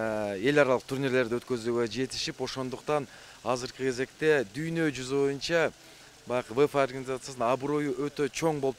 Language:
Kyrgyz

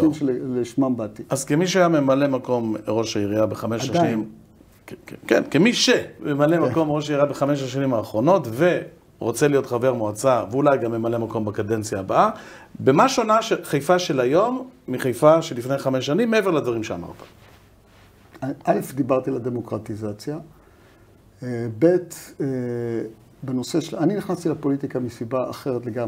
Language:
Hebrew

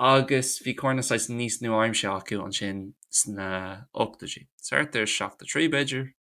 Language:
Irish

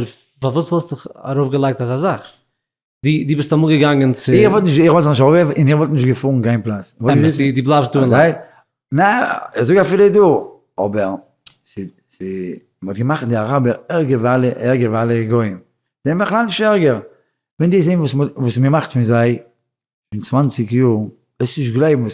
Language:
Yiddish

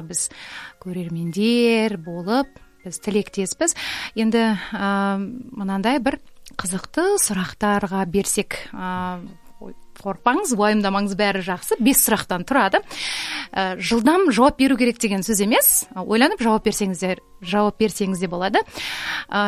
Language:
Kazakh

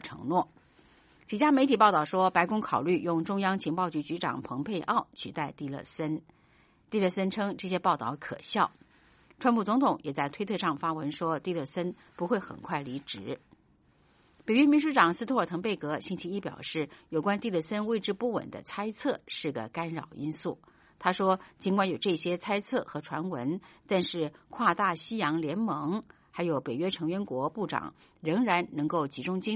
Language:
Chinese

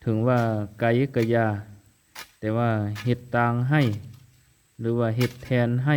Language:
Lao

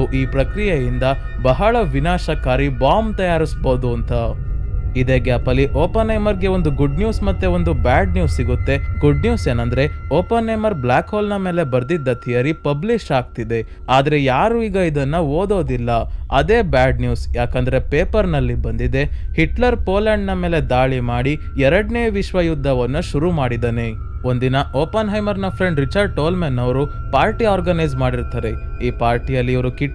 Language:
Kannada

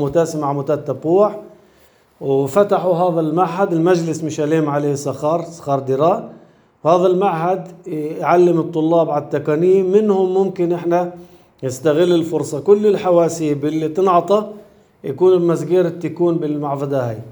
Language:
North Levantine Arabic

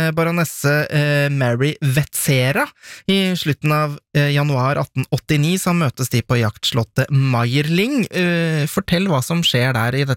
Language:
Norwegian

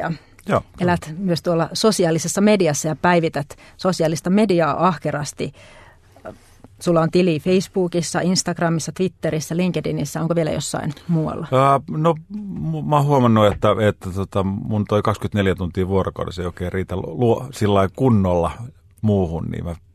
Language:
Finnish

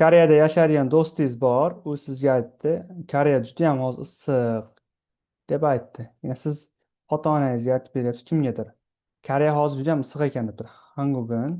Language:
Uzbek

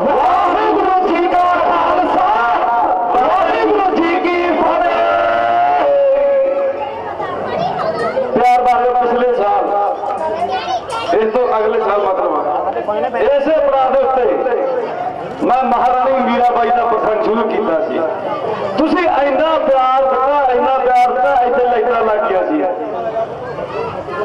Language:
Punjabi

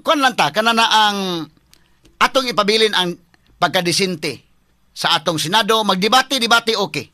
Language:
Cebuano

